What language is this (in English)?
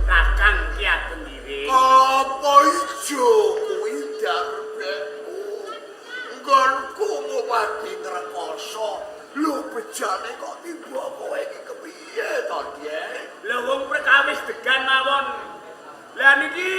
Javanese